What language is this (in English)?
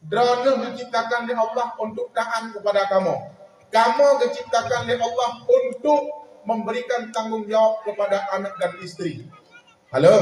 Achinese